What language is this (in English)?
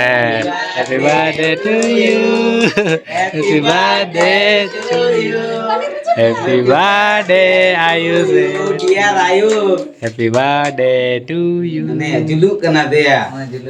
Santali